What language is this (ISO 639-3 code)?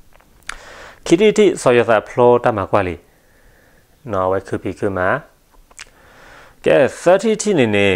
ksw